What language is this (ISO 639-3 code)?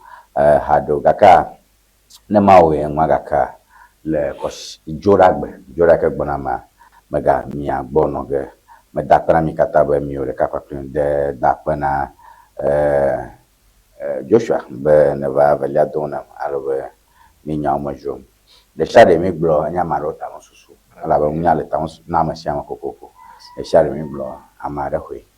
ewe